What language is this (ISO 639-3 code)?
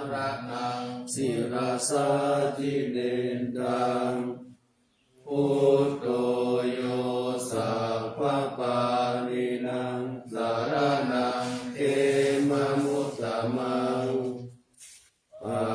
pli